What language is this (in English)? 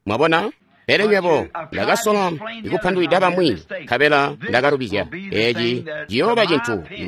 Tonga (Zambia)